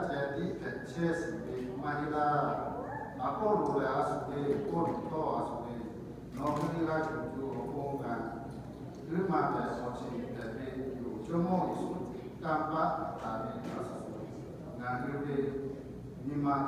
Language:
Lahu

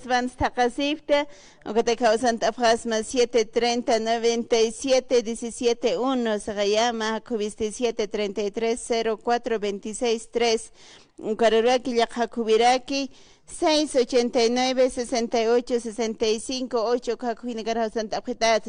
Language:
Aymara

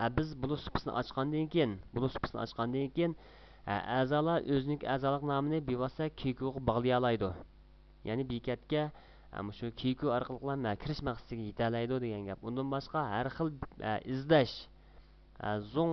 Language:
Uyghur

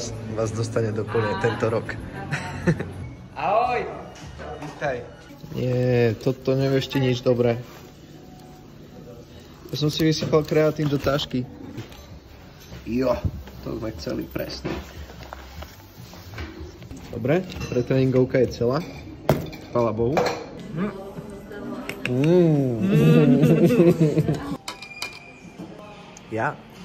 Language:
Slovak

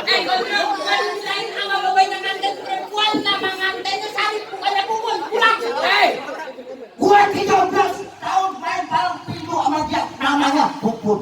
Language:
Betawi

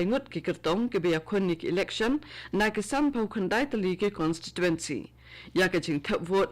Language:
Khasi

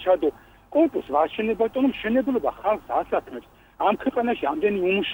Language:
Georgian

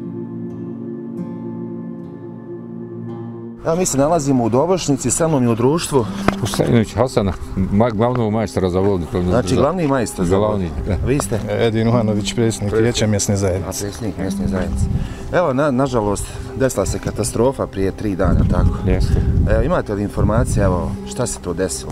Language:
Bosnian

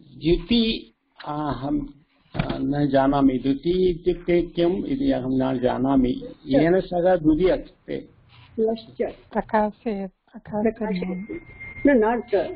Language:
Sanskrit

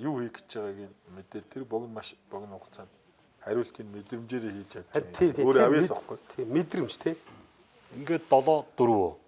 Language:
Mongolian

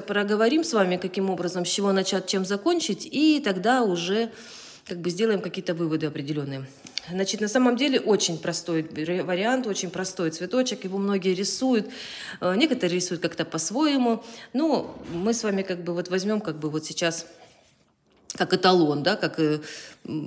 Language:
Russian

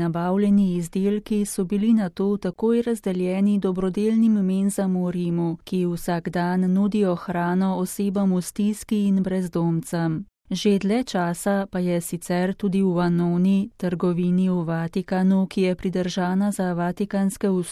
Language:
Slovenian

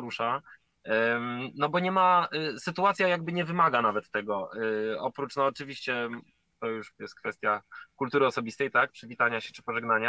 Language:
Polish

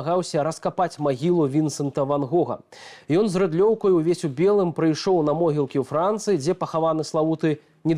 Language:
Belarusian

